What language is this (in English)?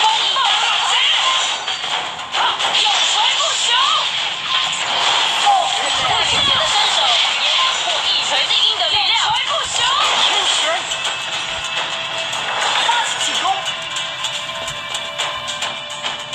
Chinese